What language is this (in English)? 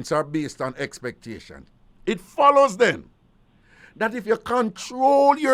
Jamaican Creole English